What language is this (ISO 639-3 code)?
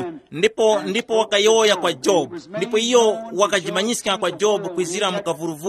tum